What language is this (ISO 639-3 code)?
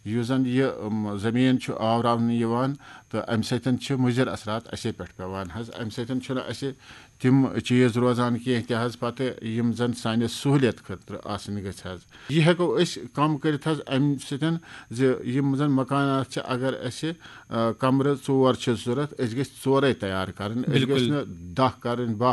kas